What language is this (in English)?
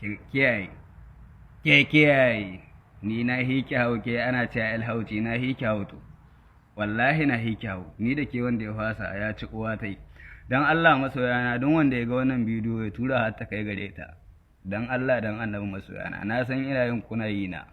Hausa